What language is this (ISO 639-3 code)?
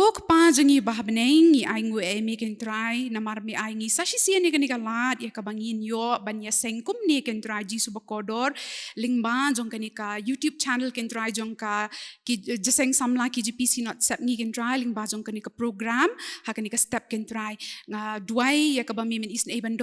kha